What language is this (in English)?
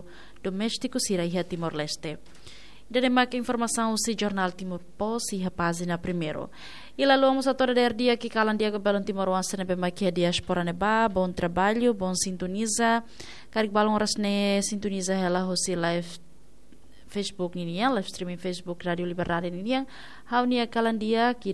Tetum